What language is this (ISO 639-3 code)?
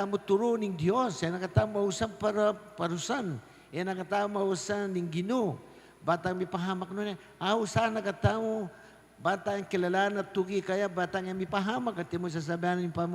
pam